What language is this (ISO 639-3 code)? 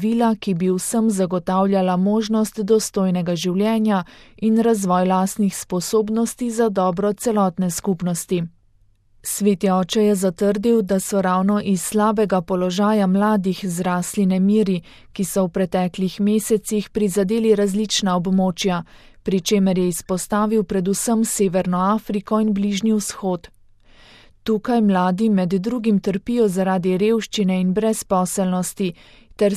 slv